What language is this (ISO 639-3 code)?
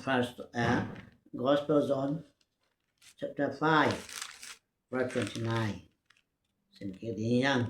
ctd